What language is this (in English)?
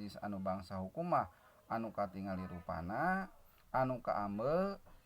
Sundanese